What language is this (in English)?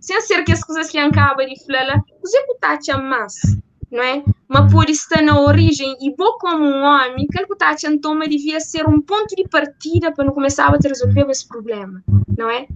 Kabuverdianu